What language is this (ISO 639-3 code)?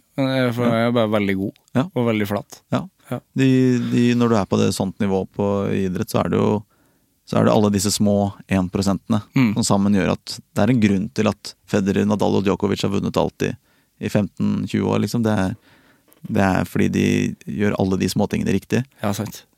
nor